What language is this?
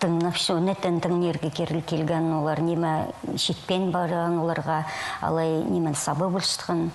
Khakas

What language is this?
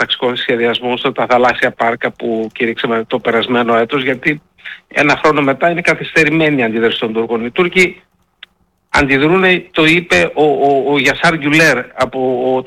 Greek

